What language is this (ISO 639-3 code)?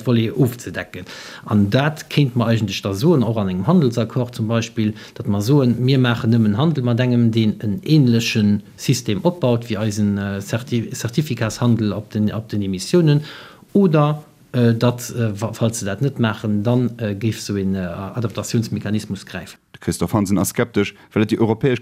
ltz